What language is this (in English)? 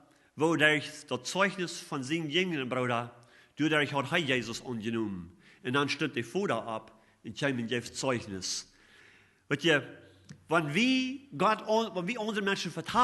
Plautdietsch